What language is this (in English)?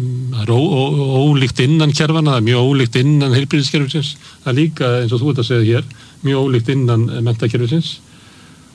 Icelandic